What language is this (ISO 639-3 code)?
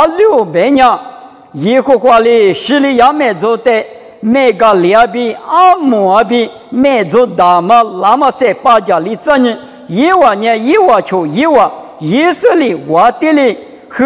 lis